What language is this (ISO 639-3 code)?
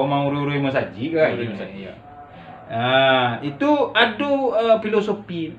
min